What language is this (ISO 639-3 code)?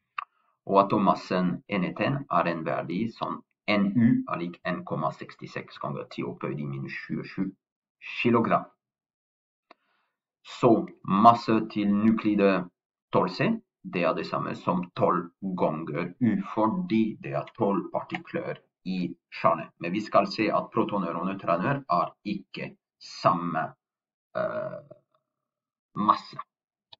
nor